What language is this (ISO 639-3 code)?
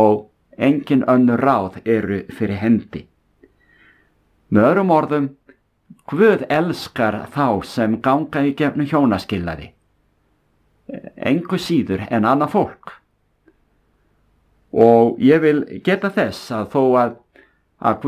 isl